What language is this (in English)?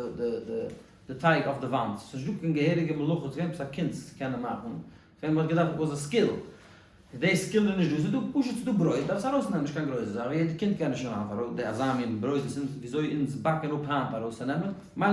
Yiddish